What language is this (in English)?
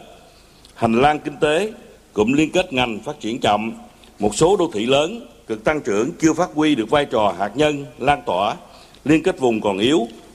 Vietnamese